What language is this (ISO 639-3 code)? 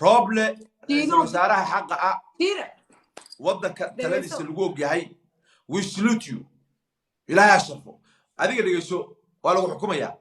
som